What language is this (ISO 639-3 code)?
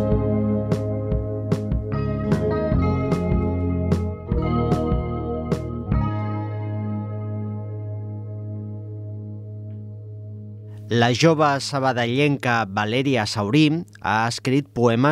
cat